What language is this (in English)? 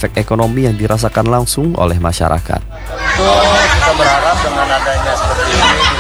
Indonesian